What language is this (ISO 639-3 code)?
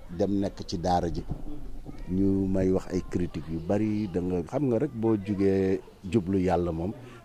wol